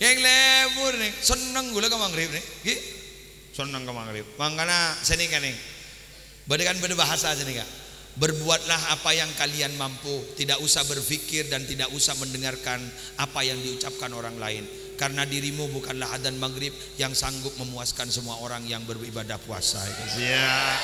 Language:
Madurese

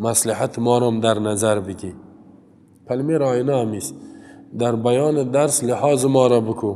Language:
Persian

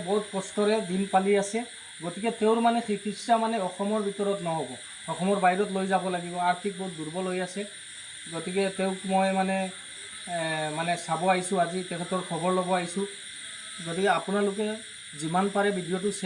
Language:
Assamese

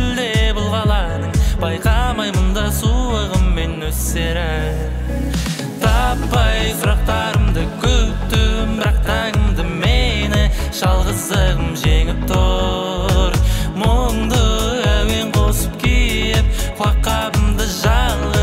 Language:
Kazakh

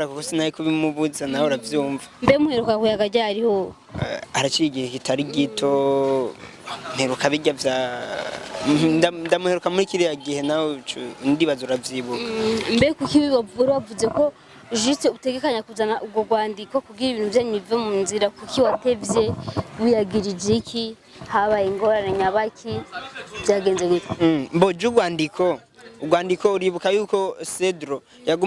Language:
Rundi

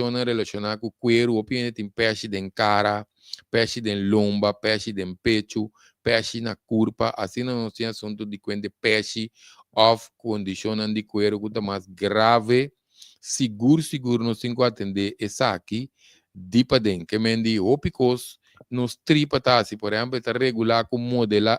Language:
Papiamento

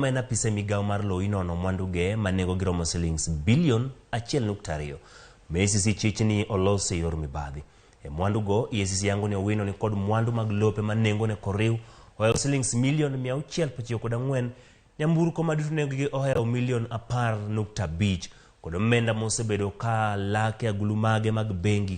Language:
Luo (Kenya and Tanzania)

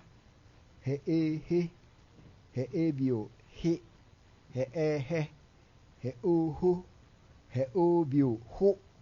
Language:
Akan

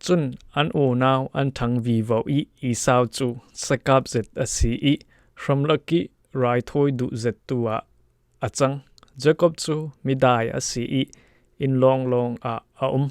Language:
Falam Chin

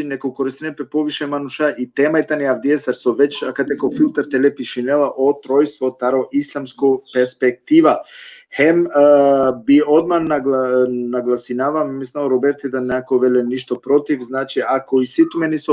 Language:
Balkan Romani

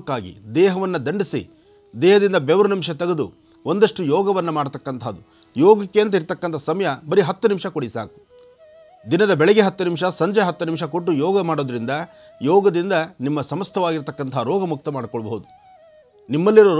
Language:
Kannada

